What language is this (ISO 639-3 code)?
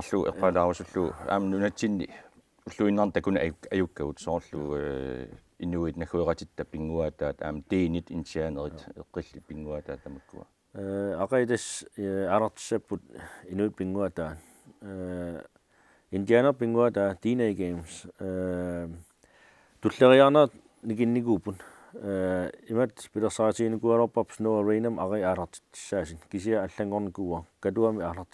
kal